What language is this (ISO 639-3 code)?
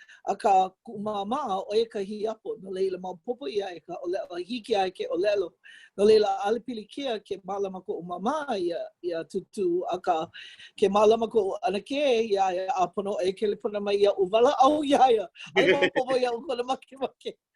haw